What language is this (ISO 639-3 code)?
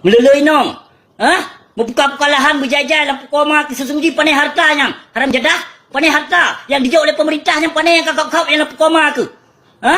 ace